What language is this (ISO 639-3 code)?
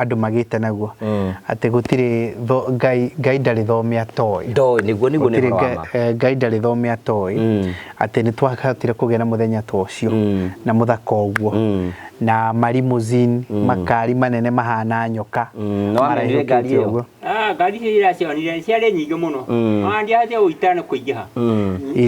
kik